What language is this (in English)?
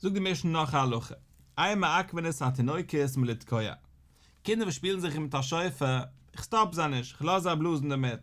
Yiddish